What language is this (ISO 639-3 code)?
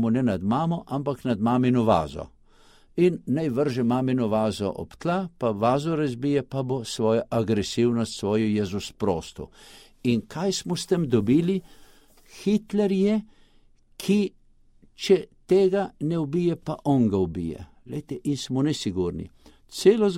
slv